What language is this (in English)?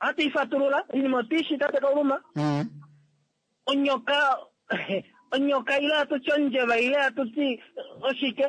Kuanyama